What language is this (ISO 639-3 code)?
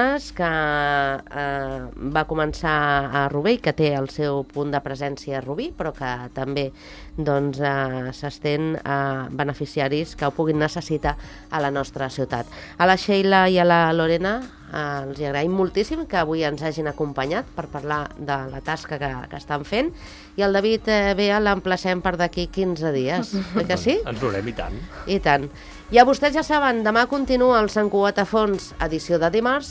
cat